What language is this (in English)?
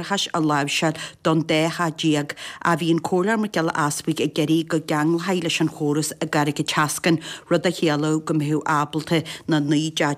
Irish